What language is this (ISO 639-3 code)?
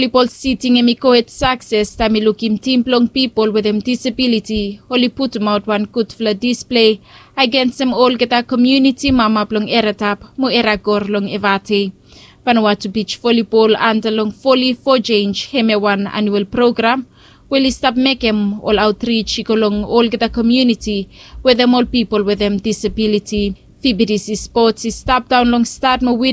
bis